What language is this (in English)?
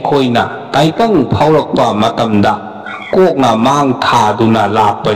Manipuri